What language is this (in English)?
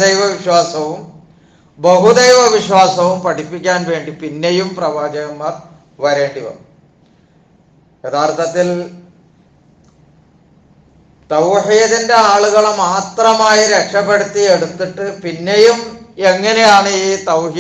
Malayalam